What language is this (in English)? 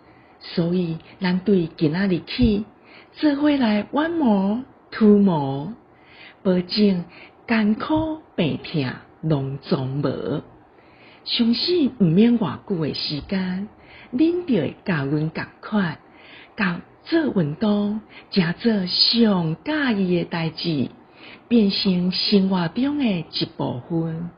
Min Nan Chinese